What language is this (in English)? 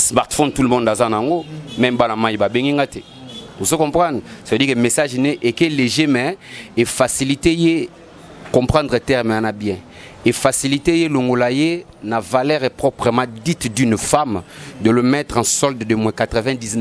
Lingala